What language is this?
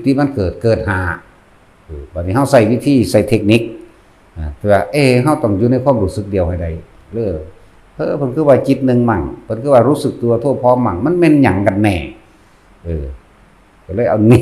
Northeastern Thai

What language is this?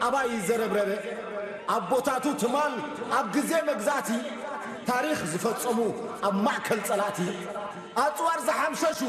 Tigrinya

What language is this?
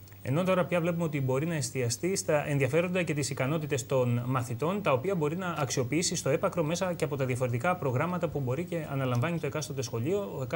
Greek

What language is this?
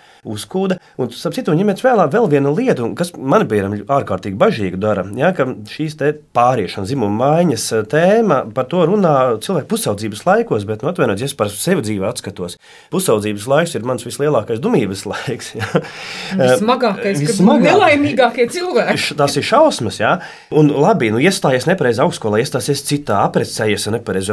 Latvian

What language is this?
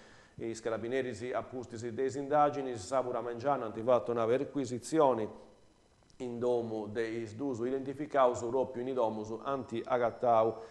Sardinian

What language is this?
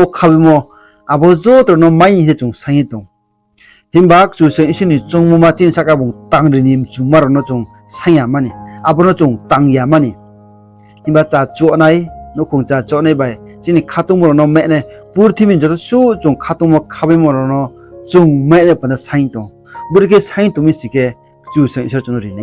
Riang (India)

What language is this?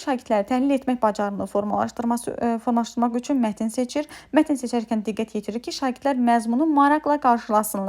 Azerbaijani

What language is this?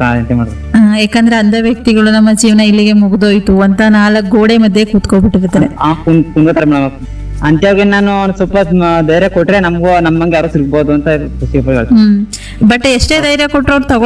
Kannada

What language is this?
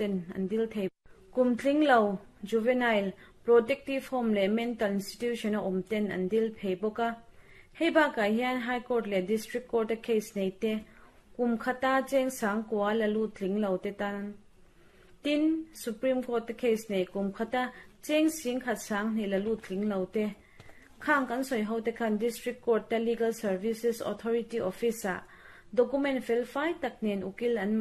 Mizo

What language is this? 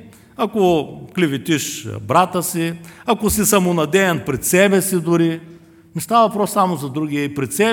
Bulgarian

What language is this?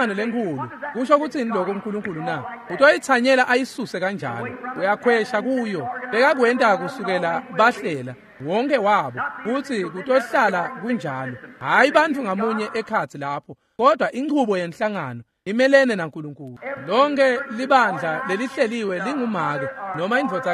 Swati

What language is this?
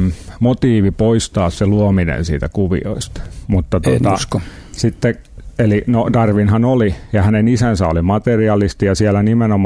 Finnish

